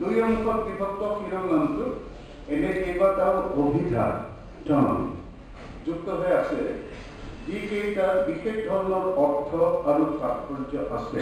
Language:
Assamese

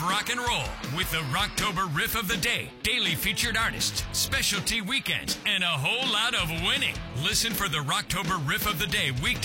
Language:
English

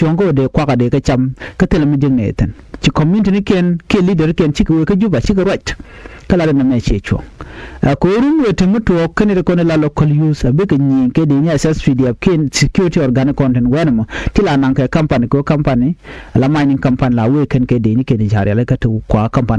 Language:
Nuer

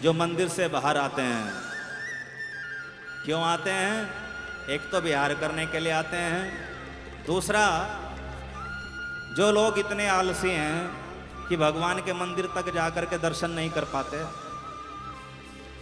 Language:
Hindi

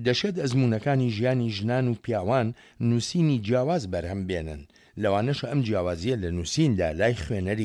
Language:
Central Kurdish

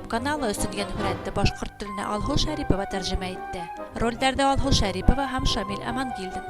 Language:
Bashkir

